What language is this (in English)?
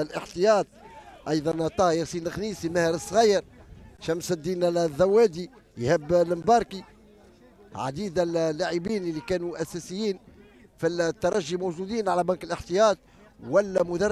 Tunisian Arabic